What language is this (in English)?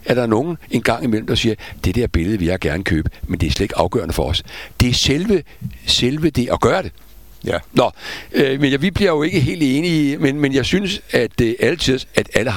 Danish